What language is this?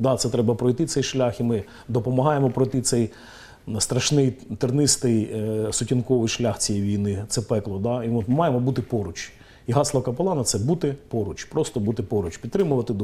Ukrainian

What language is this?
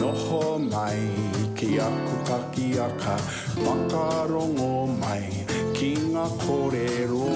Māori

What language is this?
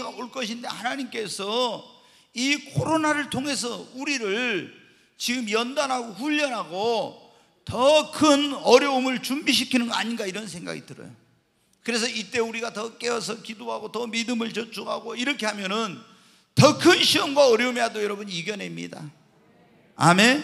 Korean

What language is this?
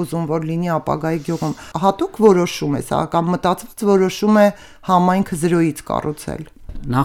Armenian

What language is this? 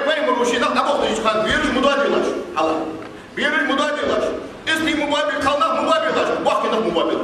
Ingush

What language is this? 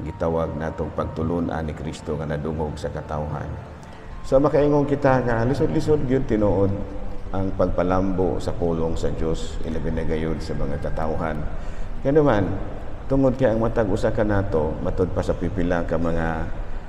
Cebuano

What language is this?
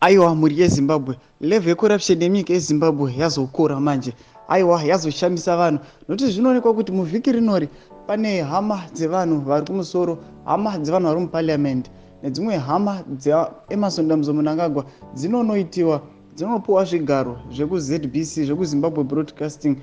Shona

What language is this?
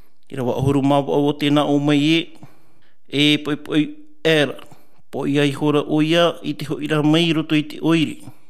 Tahitian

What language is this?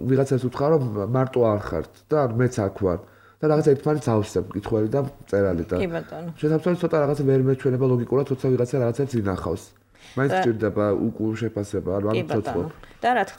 Georgian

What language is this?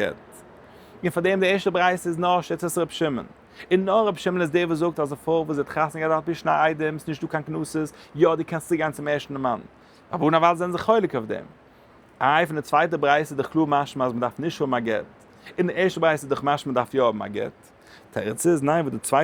Yiddish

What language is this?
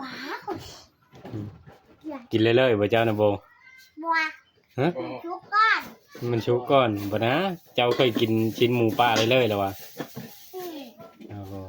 Northeastern Thai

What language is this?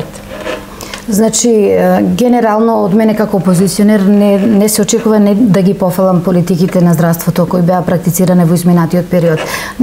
Macedonian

